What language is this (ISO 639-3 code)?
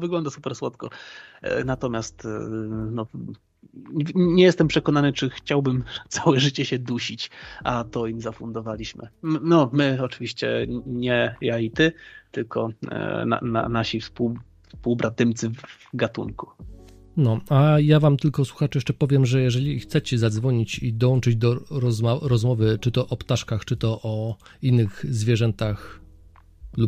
pol